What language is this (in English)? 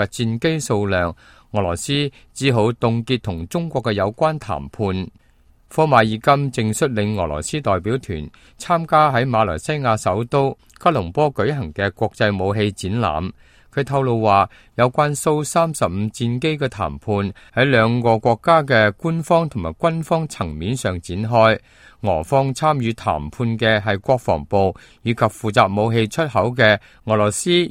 Cantonese